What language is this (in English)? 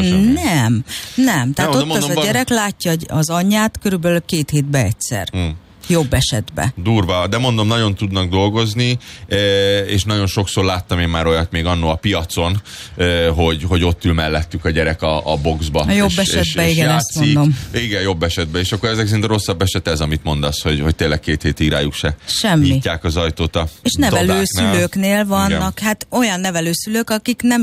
Hungarian